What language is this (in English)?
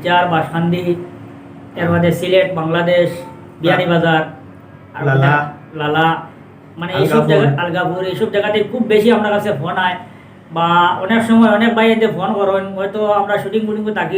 Sylheti